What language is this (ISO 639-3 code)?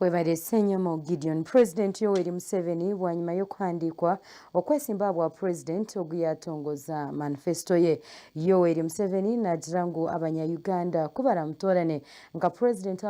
nyn